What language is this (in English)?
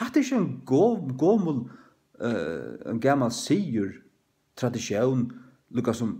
Faroese